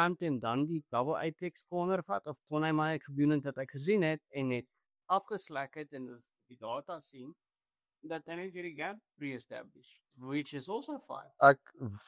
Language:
Afrikaans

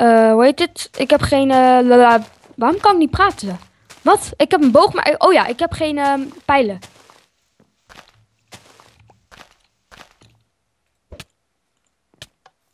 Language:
Dutch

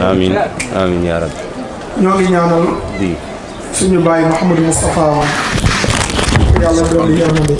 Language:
Wolof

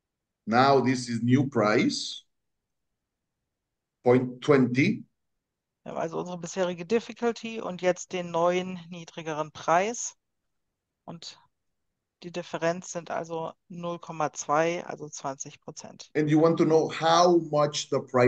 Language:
German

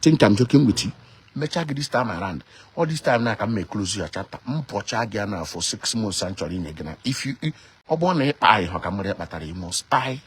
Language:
Igbo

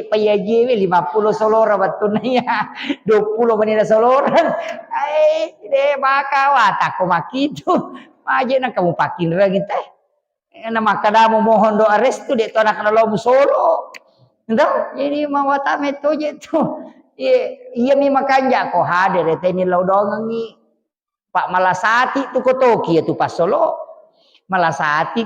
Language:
Buginese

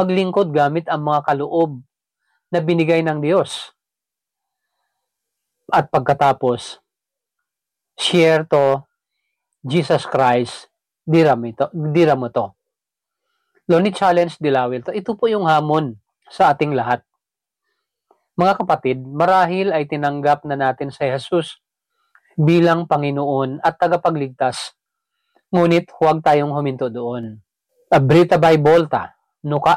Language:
Filipino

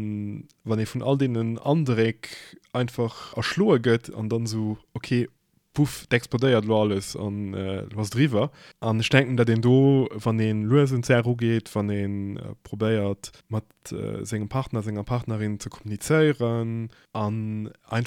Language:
Luxembourgish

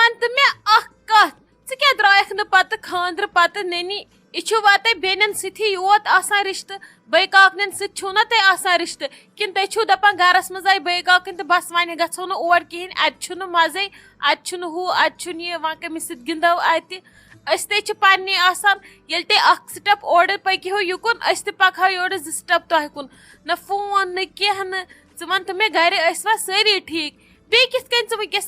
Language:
Kashmiri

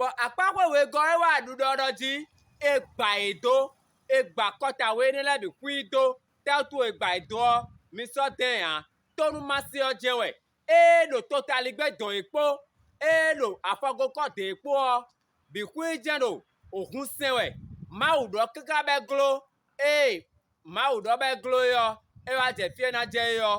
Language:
Fon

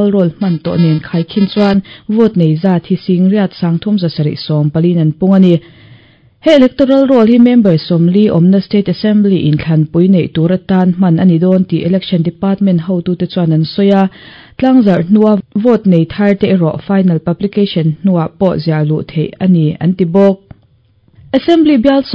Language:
Mizo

